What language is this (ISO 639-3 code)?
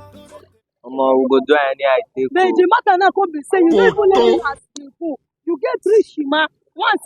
pcm